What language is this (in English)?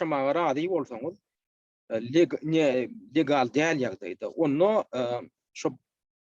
Turkmen